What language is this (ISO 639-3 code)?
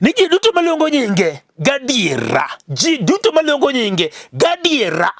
luo